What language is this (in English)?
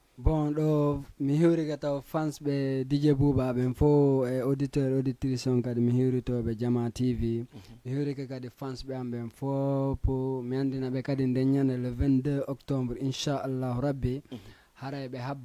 Fula